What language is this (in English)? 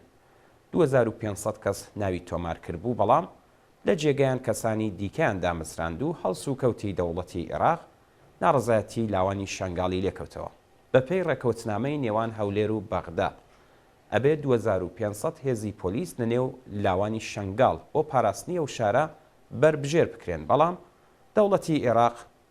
Central Kurdish